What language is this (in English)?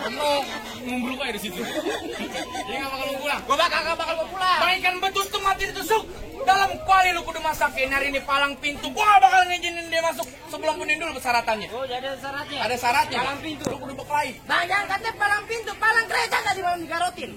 Betawi